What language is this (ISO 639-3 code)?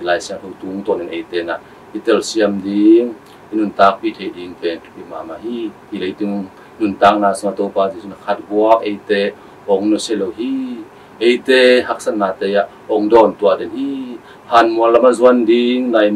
ctd